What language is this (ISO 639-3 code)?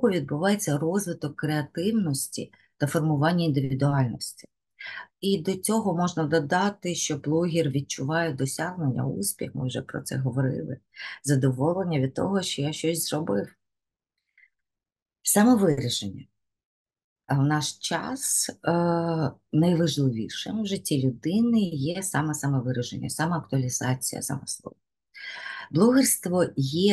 ukr